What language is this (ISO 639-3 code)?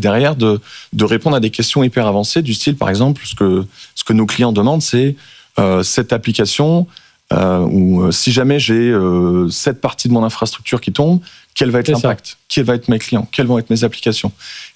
fra